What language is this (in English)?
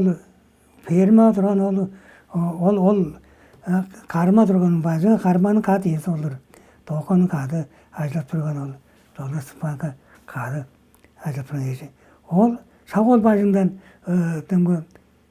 Tuvinian